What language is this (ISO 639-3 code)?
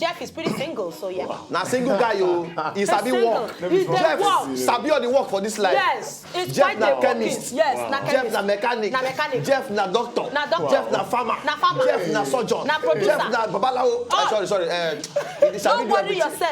pcm